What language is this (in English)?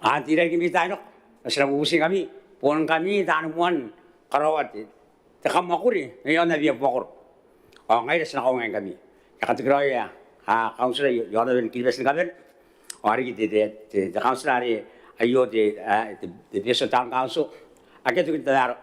Gilbertese